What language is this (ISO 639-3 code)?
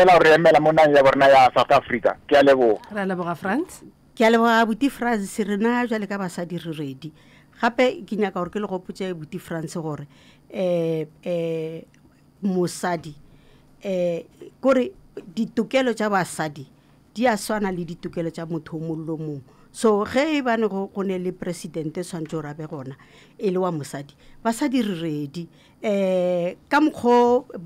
nso